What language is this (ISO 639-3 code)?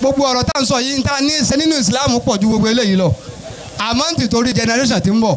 yor